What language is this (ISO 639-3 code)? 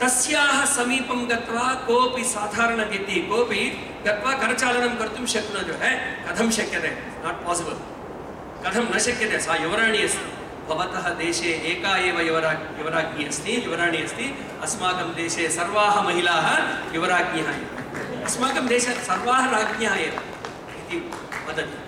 san